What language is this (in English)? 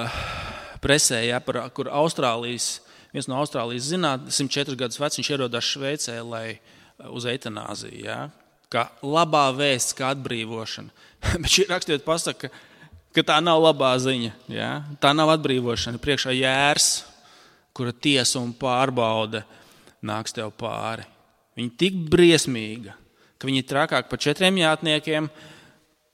Latvian